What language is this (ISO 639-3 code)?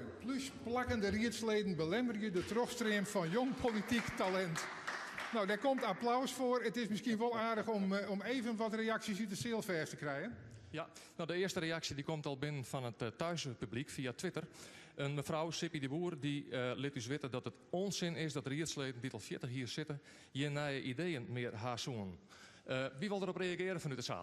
fry